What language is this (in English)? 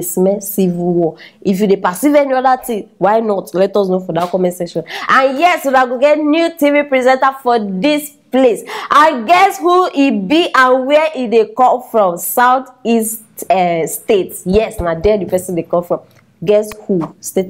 Nigerian Pidgin